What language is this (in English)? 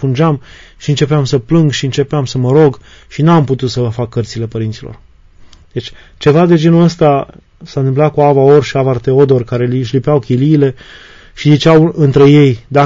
Romanian